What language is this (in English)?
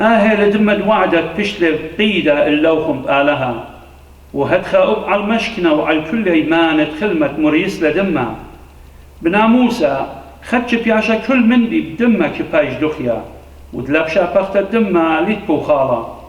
Assyrian Neo-Aramaic